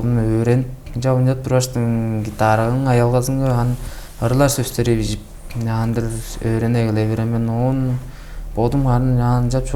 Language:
Tuvinian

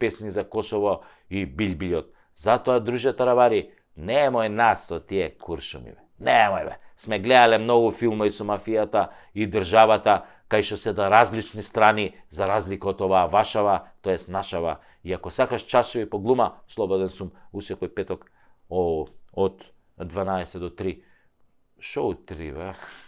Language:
Macedonian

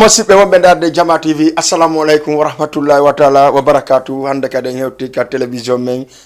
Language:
Fula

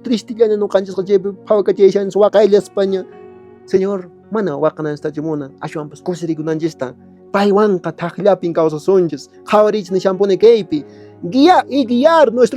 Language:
Quechua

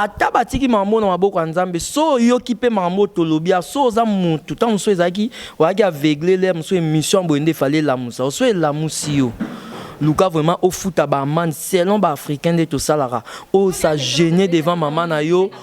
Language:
Lingala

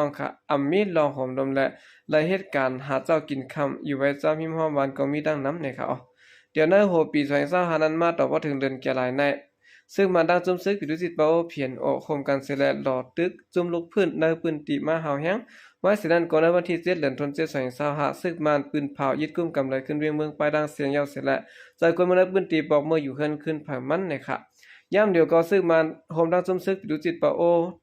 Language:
Shan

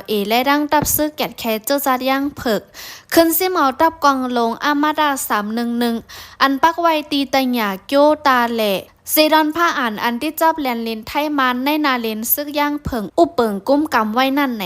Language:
Shan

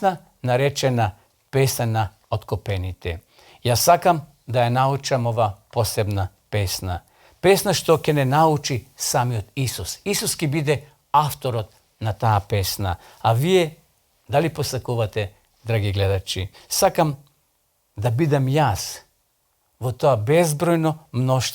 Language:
Macedonian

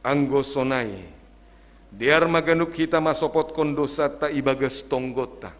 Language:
Batak Simalungun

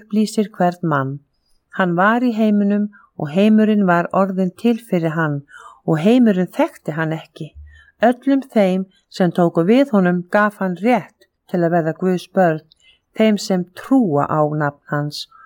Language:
Icelandic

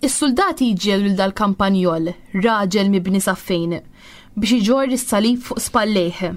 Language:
Maltese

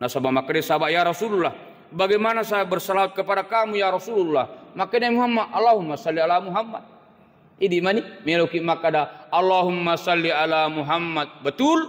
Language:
Buginese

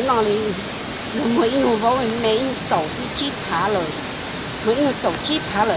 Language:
Hmong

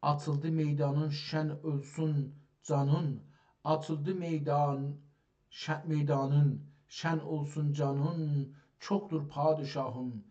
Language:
South Azerbaijani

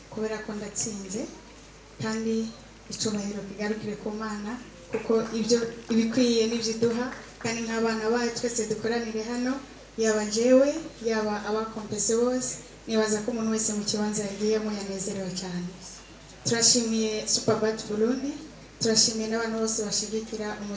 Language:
Rundi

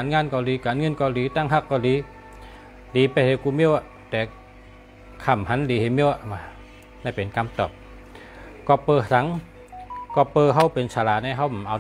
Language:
Shan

